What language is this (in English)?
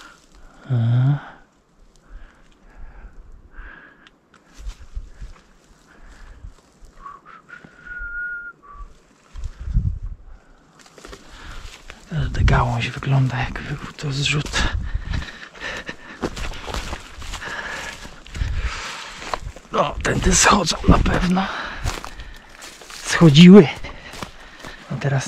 Polish